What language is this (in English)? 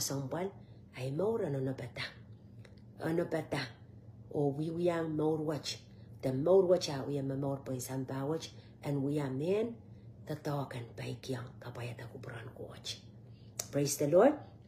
Pohnpeian